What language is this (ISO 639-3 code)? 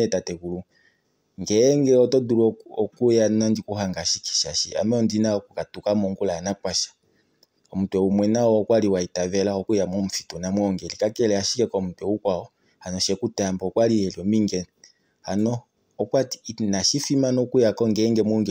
kua